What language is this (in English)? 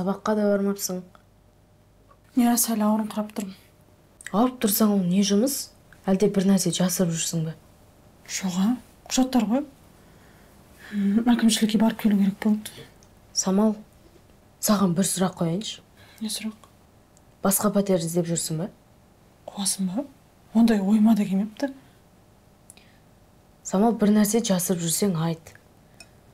Kazakh